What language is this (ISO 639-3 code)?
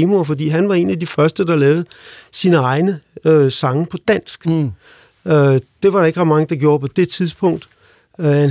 dan